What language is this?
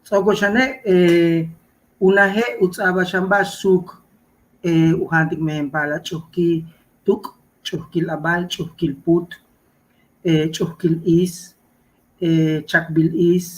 Yucateco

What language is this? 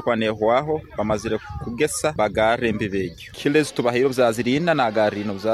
Nyoro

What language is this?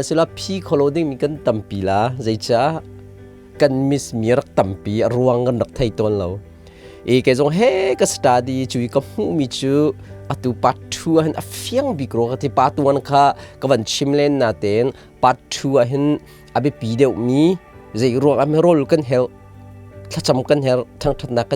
Hakha Chin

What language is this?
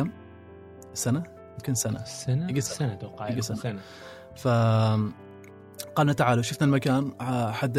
Gulf Arabic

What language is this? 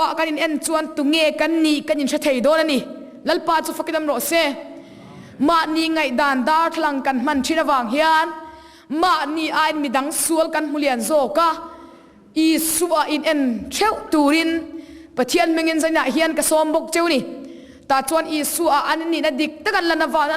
Mizo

